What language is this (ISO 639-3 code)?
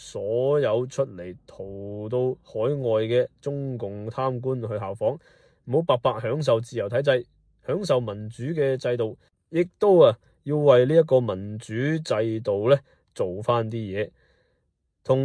yue